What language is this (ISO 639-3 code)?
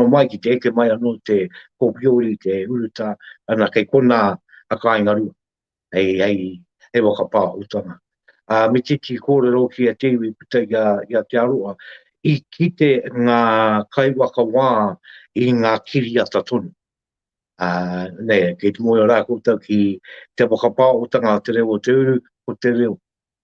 mri